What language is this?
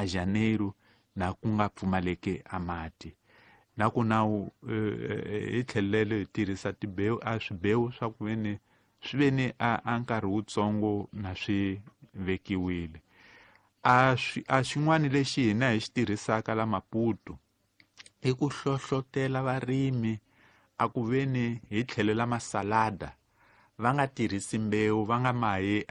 Tsonga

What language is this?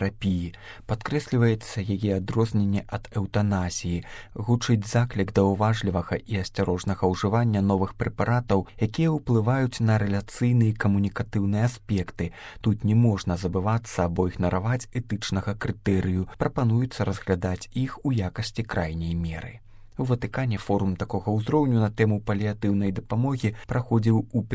Belarusian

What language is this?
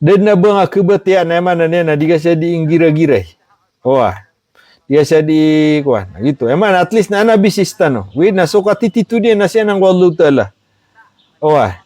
Maranao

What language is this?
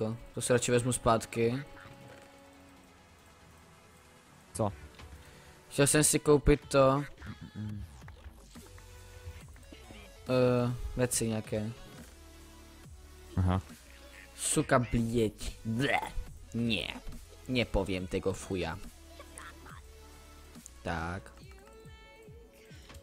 Czech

